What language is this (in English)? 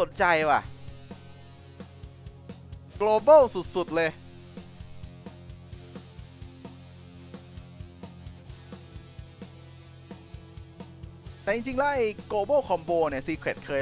Thai